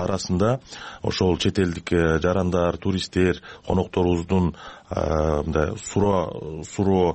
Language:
Kyrgyz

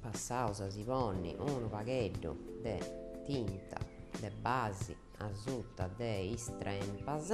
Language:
Sardinian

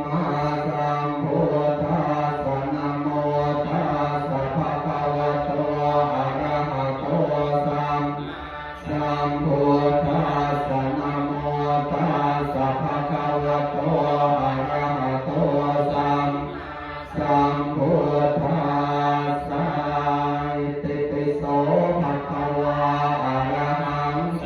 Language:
Pali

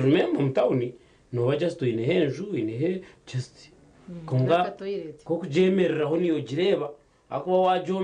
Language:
Nyankole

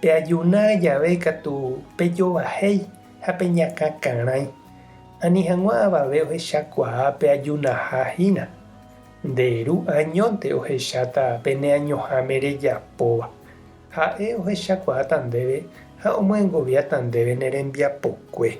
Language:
Guarani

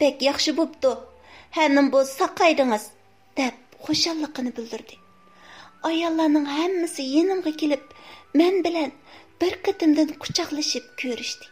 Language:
Uyghur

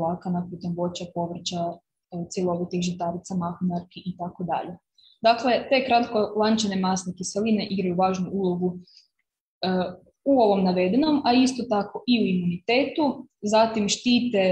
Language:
Croatian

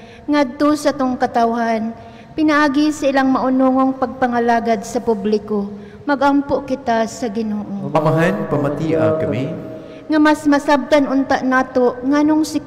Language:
Cebuano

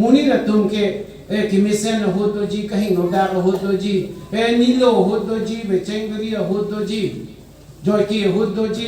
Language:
Karbi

